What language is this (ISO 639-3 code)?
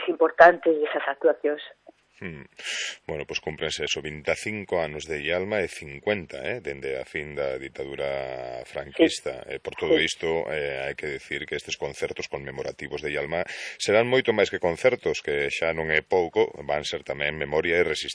glg